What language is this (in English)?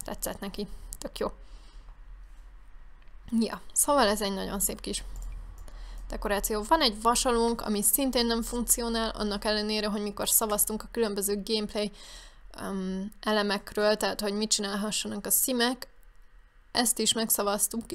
Hungarian